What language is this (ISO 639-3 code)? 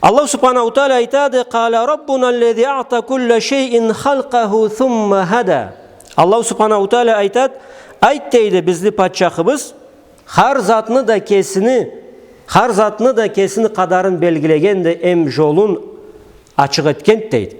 krc